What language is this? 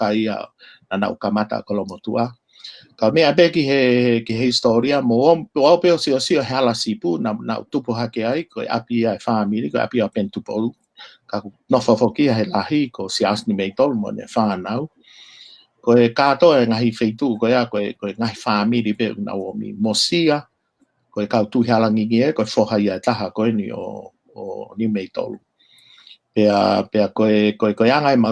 Tongan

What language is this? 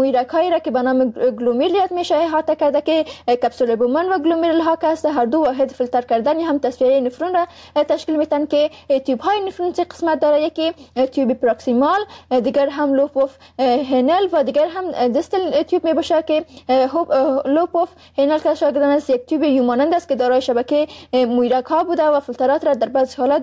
Persian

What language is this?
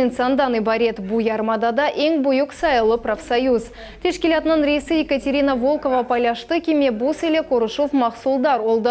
Crimean Tatar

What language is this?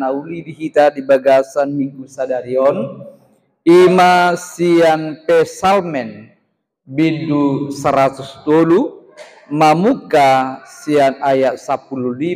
Batak Toba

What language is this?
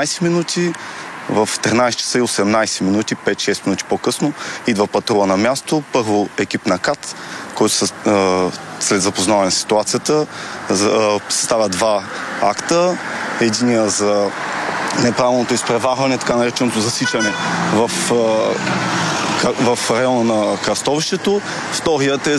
Bulgarian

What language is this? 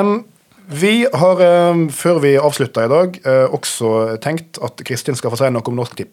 Norwegian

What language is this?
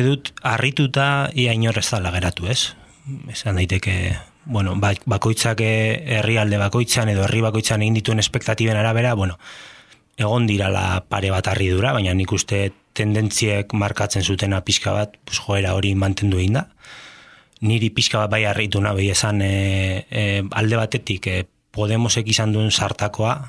Basque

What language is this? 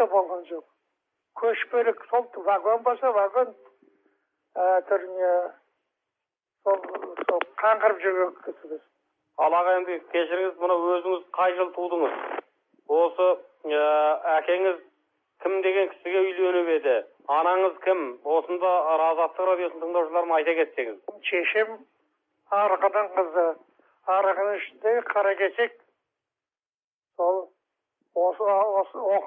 Kazakh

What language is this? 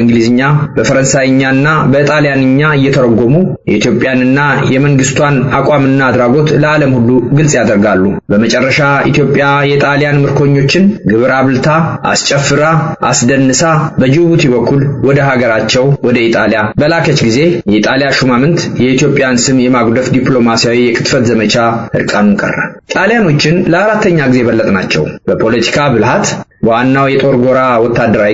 Amharic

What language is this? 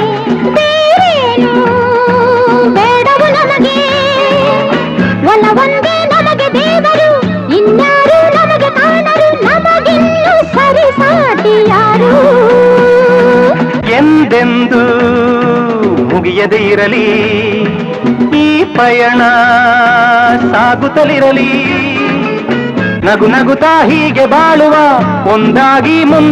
Kannada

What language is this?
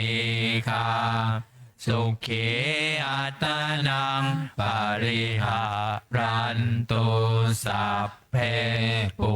Pali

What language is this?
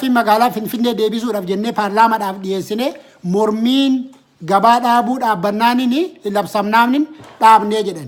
Oromo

